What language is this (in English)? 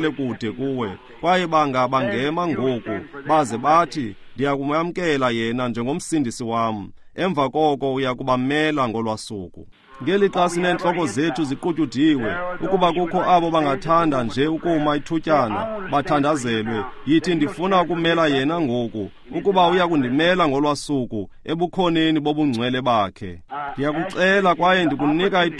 Xhosa